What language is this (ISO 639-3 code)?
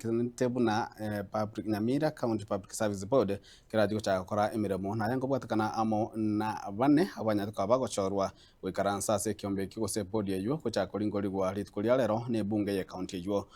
guz